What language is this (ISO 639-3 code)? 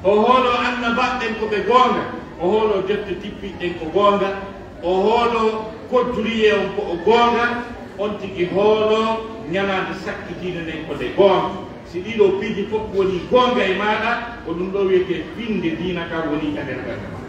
fuf